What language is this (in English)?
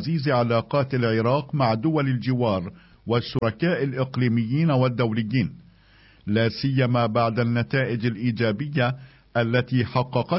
Arabic